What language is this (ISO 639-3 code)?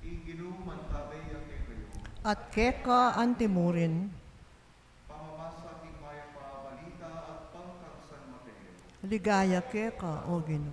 pam